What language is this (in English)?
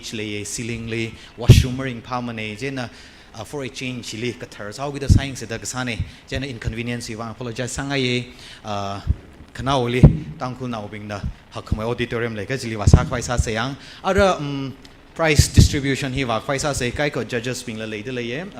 Tangkhul Naga (India)